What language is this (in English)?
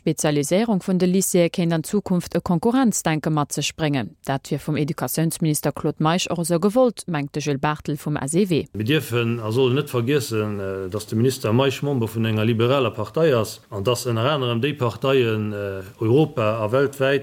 Luxembourgish